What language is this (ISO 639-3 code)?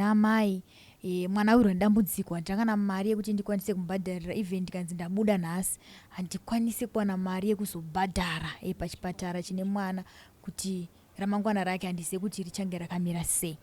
sna